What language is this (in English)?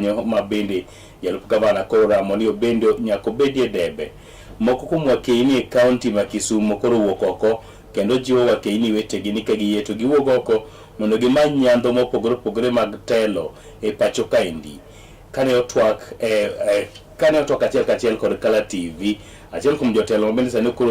Luo (Kenya and Tanzania)